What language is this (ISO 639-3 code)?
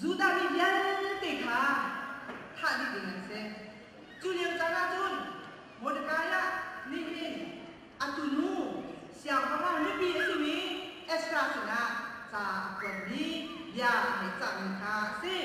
cnh